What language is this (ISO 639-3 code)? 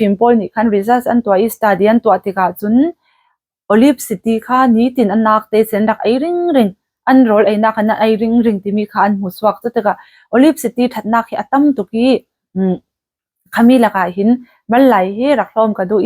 cfm